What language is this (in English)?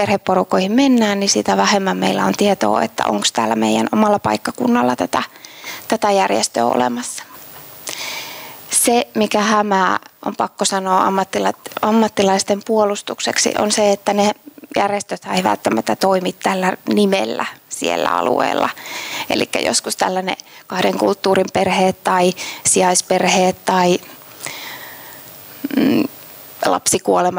Finnish